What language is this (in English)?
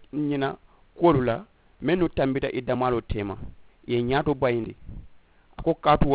Mandingo